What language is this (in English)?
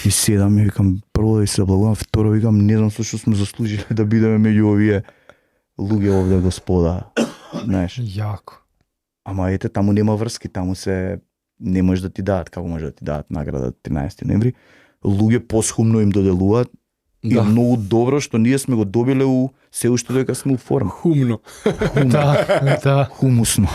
Macedonian